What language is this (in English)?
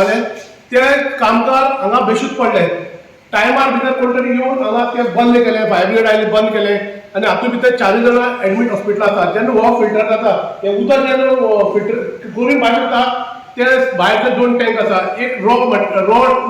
Konkani